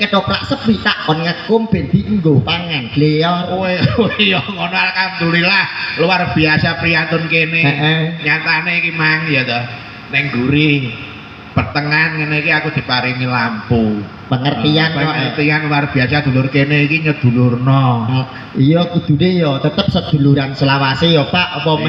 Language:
Javanese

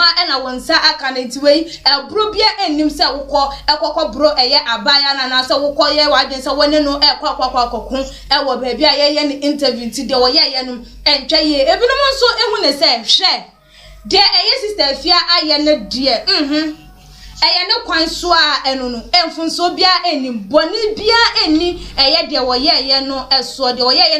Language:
Akan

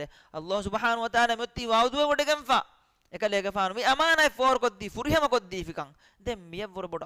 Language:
Divehi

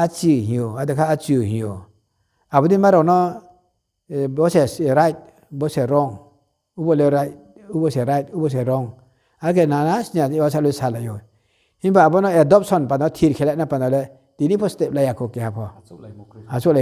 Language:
Riang (India)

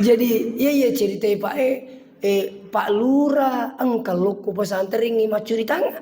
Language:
Buginese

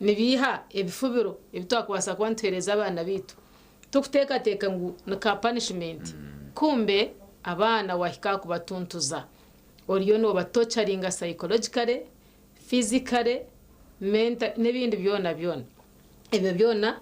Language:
Nyankole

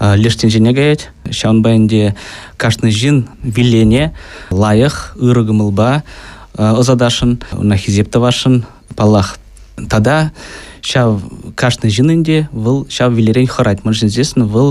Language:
Chuvash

